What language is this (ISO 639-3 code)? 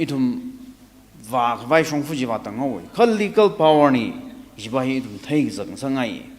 nmf